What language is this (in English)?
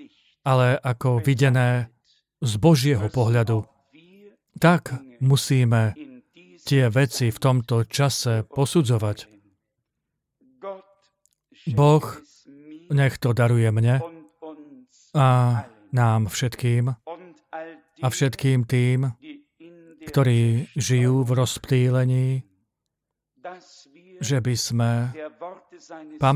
Slovak